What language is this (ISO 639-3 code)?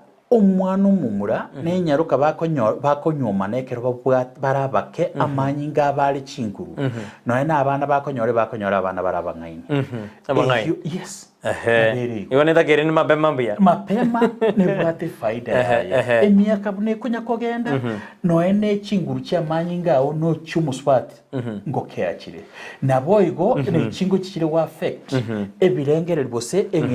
guz